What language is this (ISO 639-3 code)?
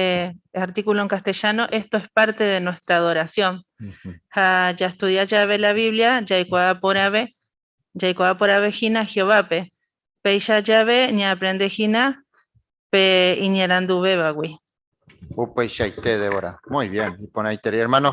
grn